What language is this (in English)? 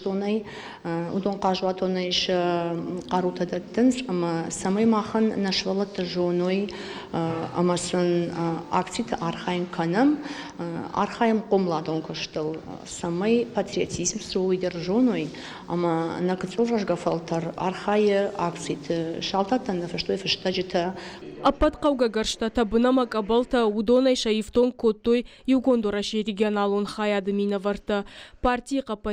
Ossetic